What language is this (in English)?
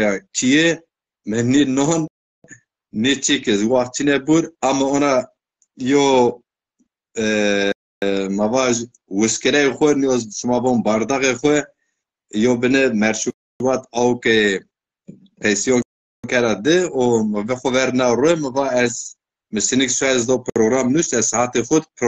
Zaza